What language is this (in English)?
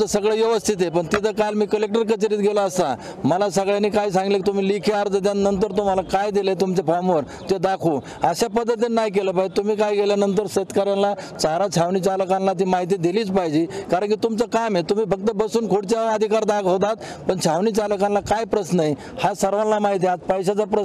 Marathi